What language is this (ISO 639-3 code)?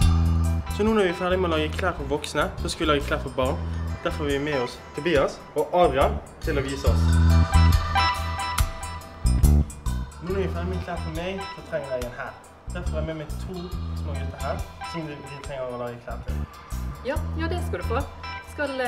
nor